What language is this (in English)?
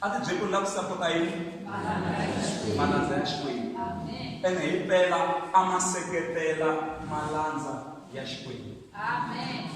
Tsonga